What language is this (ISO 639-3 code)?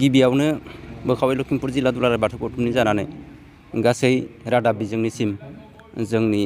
brx